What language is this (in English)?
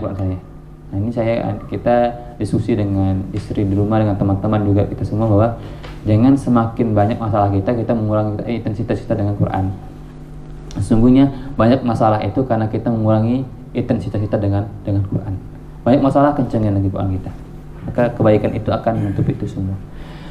Indonesian